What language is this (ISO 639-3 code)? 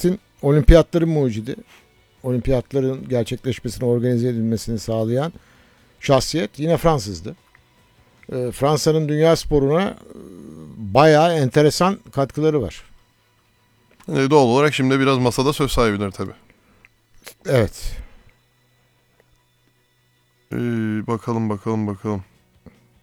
tur